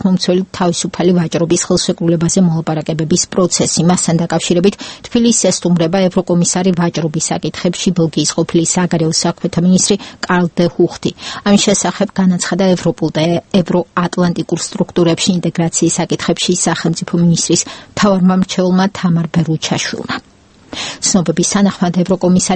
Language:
Georgian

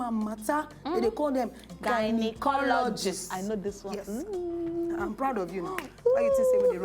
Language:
Nigerian Pidgin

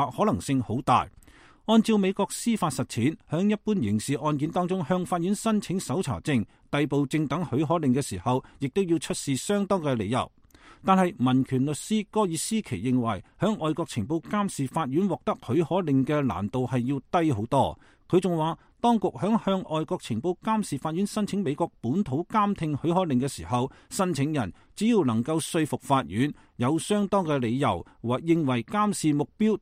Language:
Cantonese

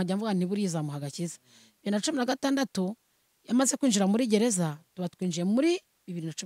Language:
Kinyarwanda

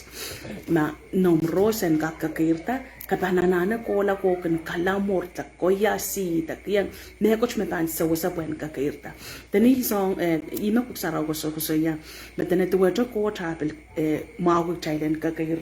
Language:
Pohnpeian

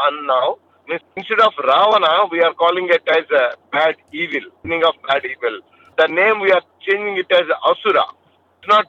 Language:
Tamil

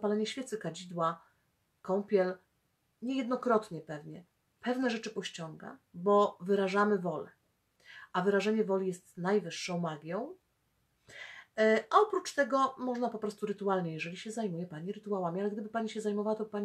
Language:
Polish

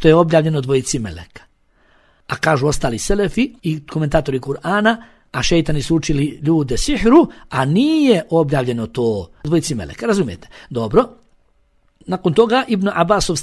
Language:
Bosnian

